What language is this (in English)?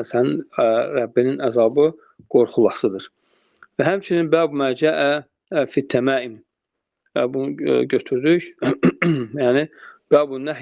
Azerbaijani